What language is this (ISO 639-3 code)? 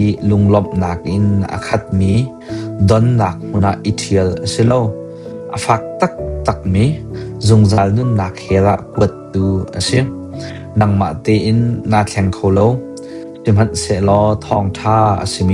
cnh